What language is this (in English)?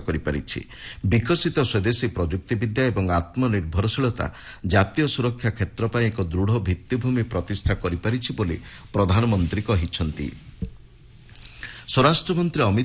Odia